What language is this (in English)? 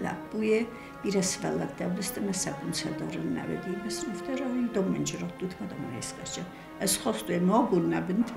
Ossetic